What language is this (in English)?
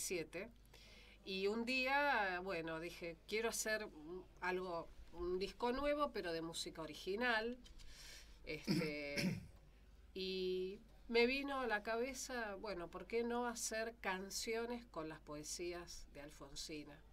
Spanish